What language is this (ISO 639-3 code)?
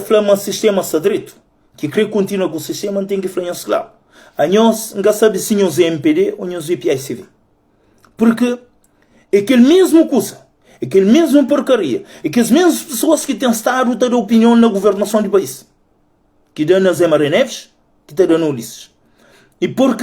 kea